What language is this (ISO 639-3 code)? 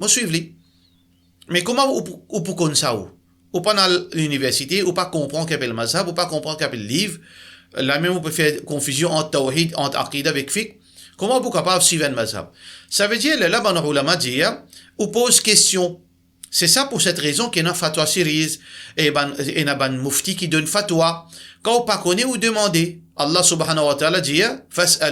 mfe